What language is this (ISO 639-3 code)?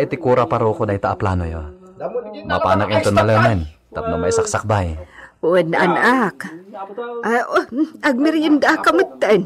ilo